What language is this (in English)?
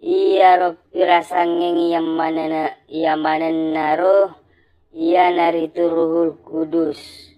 Buginese